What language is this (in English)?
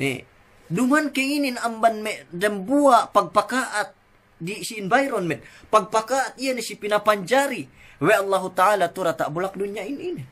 Yakan